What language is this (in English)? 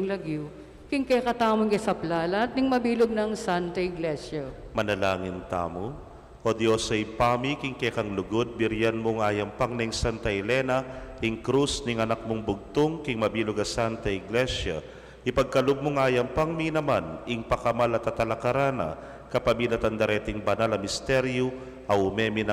Pampanga